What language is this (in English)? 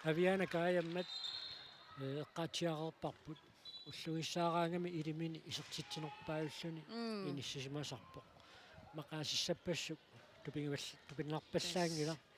Kalaallisut